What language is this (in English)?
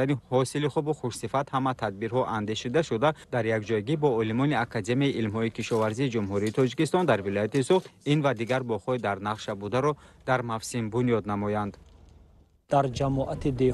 Tajik